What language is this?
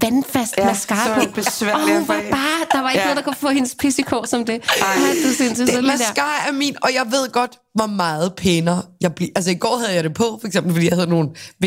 Danish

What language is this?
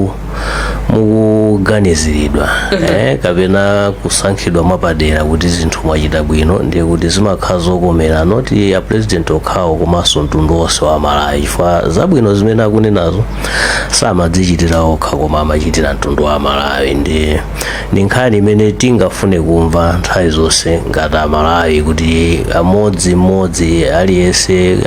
Nyanja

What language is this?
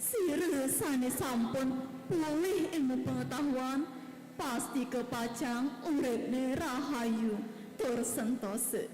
Balinese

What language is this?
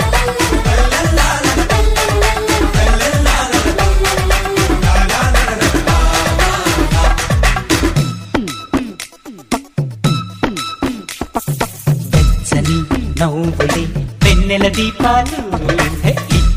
Telugu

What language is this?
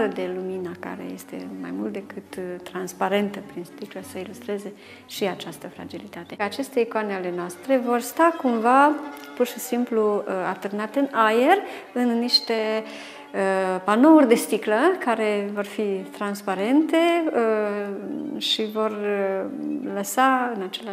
Romanian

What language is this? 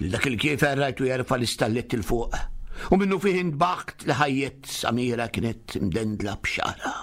Maltese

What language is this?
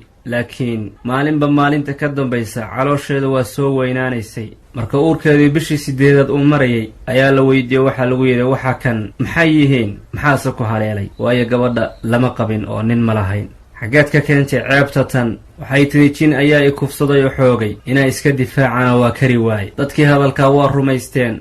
Somali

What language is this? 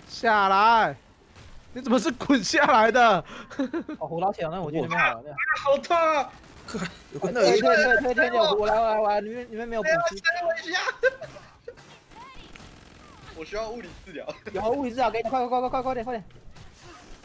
Chinese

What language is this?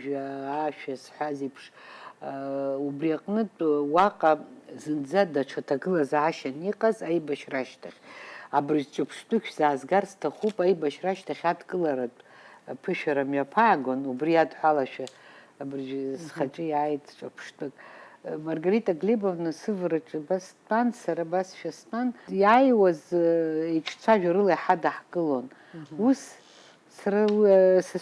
Abkhazian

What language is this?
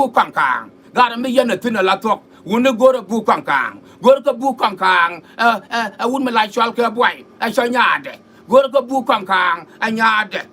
Nuer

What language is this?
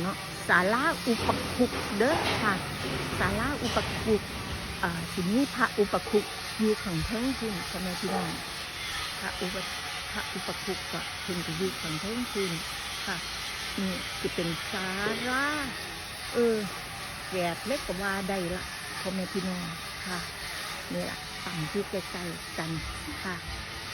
Northeastern Thai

